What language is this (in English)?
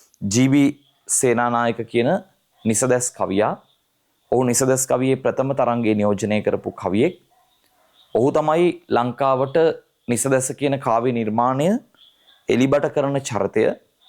Sinhala